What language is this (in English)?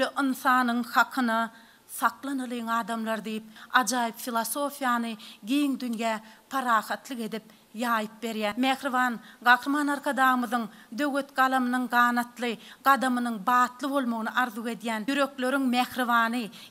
Turkmen